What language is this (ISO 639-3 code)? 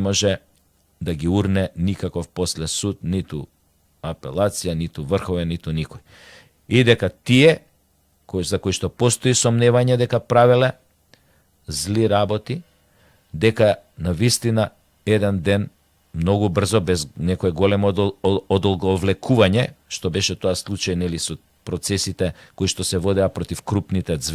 mkd